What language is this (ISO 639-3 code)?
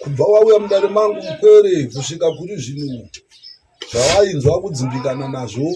sna